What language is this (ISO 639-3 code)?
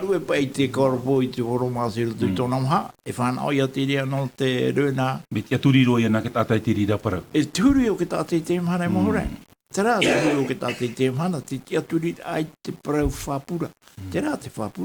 tah